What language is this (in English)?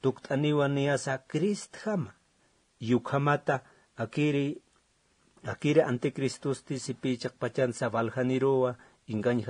Aymara